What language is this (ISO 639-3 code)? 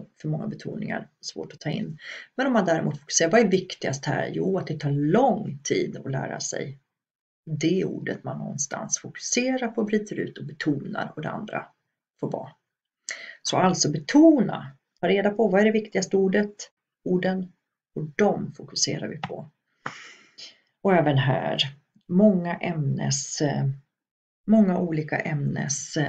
swe